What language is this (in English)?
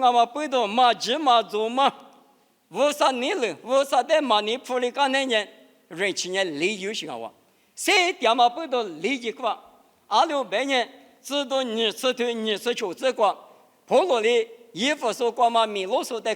Lisu